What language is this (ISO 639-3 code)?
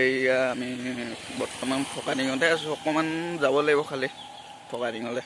asm